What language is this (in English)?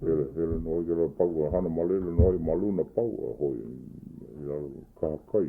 Hawaiian